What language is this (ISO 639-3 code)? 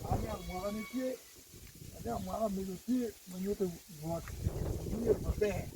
ach